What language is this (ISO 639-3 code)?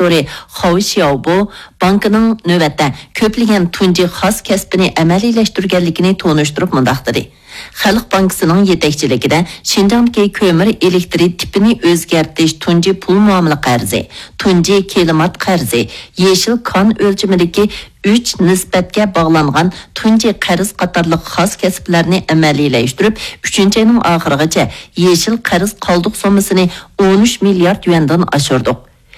uig